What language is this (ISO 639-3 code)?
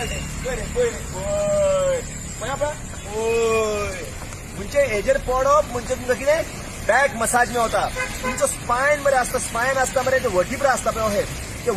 kok